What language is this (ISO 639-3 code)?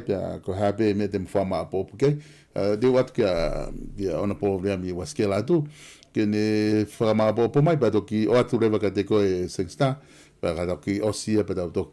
ton